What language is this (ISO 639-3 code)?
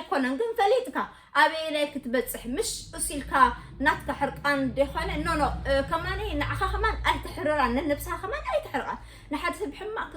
tir